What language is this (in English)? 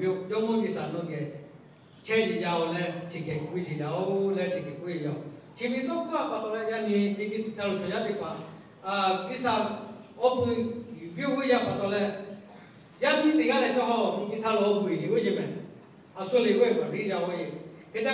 Lahu